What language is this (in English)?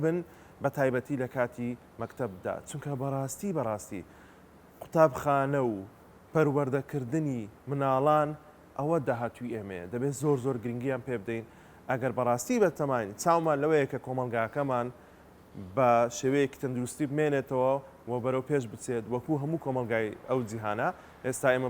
Central Kurdish